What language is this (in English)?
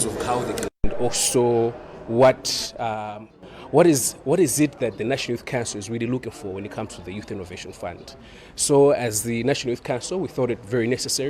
English